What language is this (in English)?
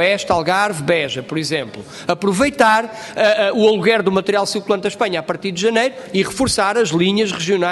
Portuguese